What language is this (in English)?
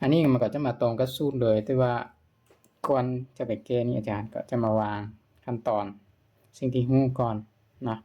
Lao